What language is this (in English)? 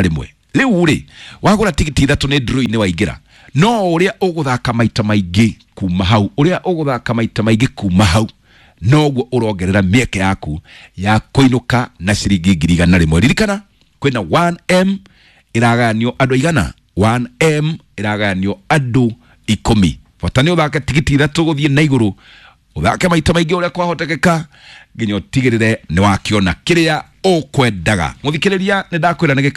Kikuyu